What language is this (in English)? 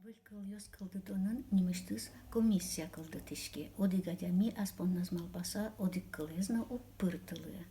Udmurt